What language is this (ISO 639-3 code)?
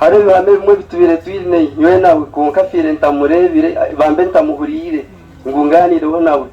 nyn